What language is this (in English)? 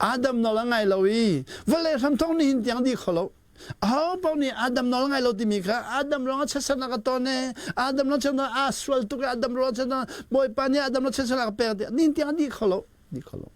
Hakha Chin